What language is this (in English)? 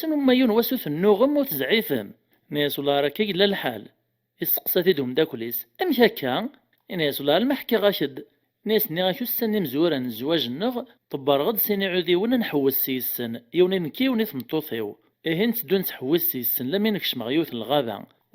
Kabyle